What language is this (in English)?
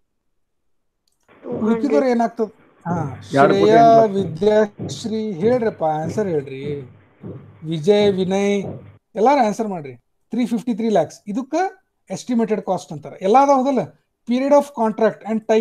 Kannada